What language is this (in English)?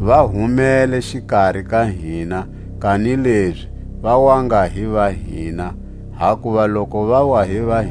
Tswa